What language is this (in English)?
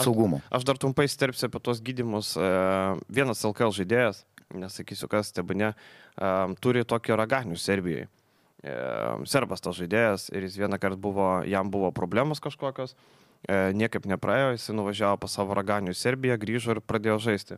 Lithuanian